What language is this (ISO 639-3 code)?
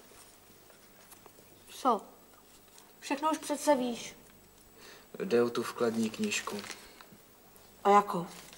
ces